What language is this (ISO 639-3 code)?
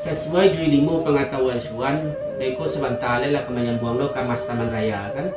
min